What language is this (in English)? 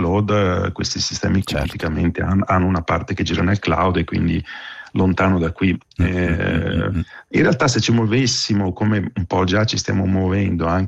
Italian